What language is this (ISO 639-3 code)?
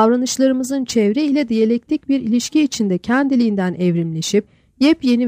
tur